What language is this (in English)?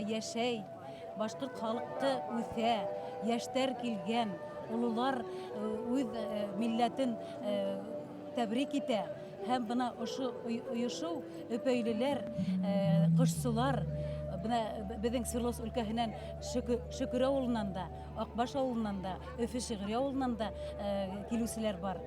Bashkir